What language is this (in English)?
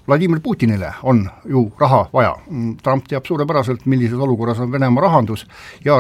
Estonian